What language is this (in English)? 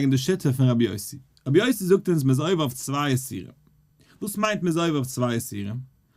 Yiddish